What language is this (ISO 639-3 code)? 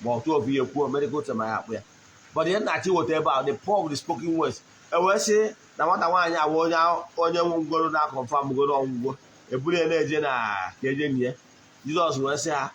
ibo